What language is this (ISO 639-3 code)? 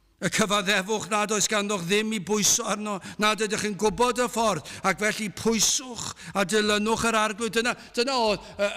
cym